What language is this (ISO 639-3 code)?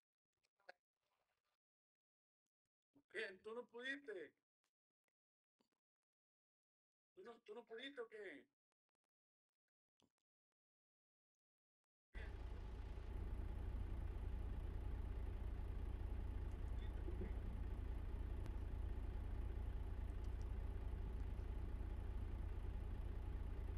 spa